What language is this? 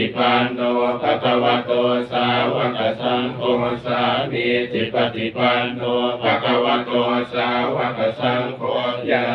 Pali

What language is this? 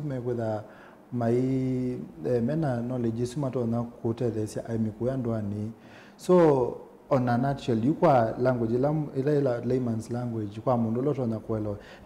Kamba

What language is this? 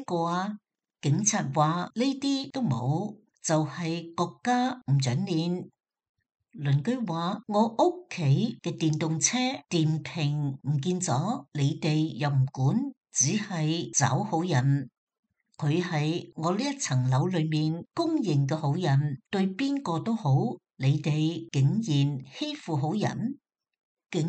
Cantonese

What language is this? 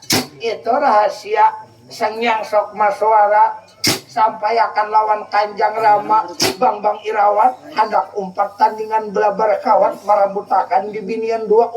Banjar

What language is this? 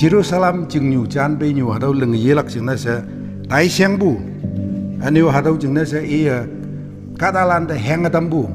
Konyak Naga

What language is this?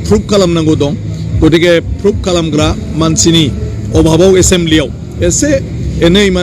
Bodo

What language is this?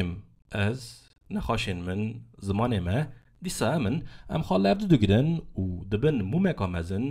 Kurdish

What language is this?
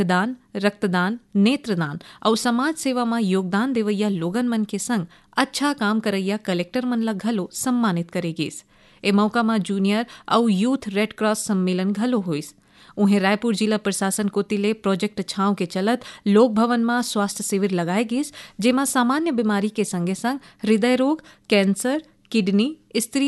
Chhattisgarhi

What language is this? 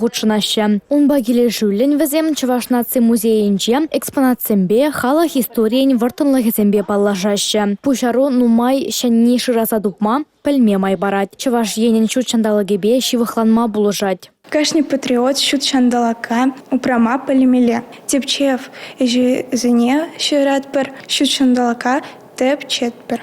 Chuvash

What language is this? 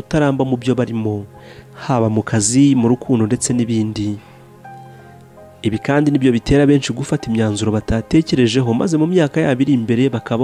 Kinyarwanda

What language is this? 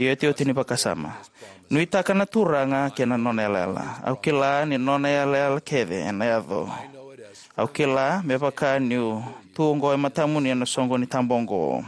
Fijian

